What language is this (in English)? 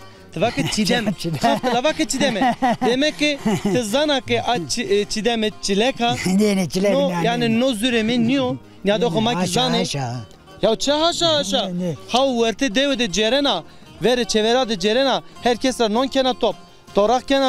Zaza